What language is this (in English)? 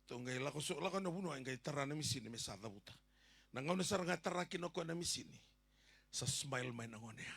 Fijian